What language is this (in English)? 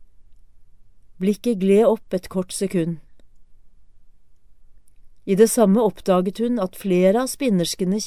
Norwegian